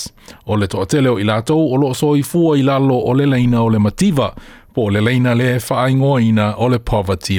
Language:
Samoan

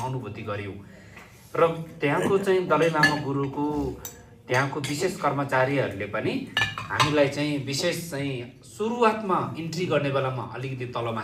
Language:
Nepali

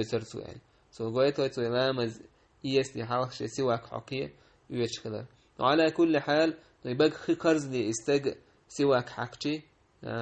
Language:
Chechen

